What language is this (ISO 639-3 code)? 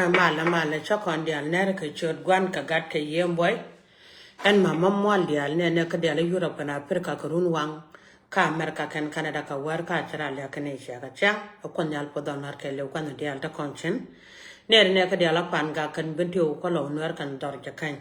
nus